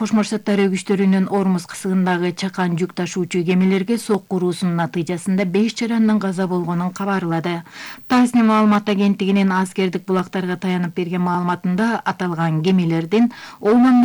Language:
Kyrgyz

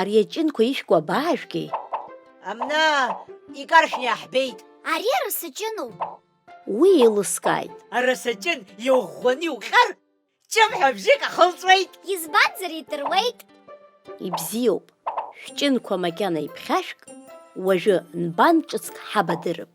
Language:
Abkhazian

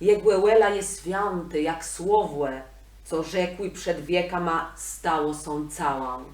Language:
Kashubian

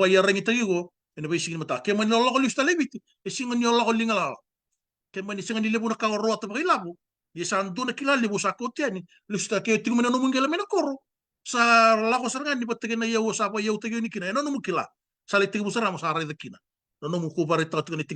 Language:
Fijian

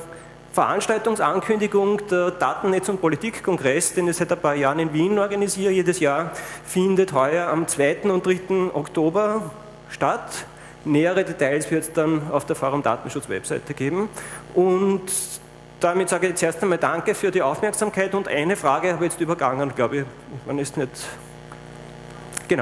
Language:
German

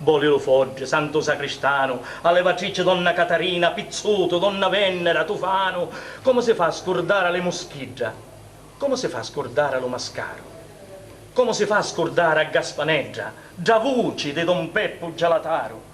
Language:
Sicilian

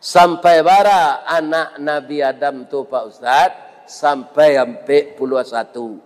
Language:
Minangkabau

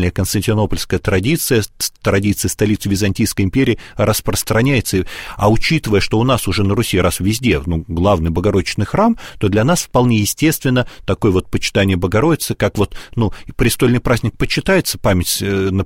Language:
Russian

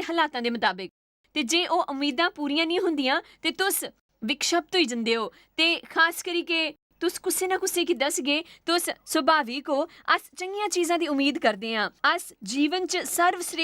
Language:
Dogri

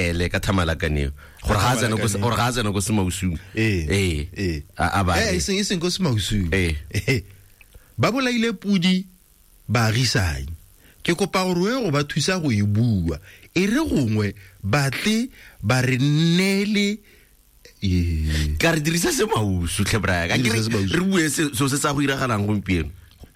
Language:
Tswana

